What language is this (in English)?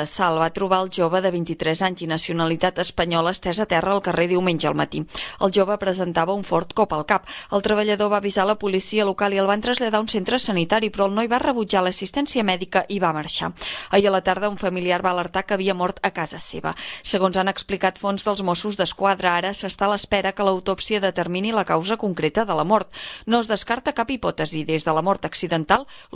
Catalan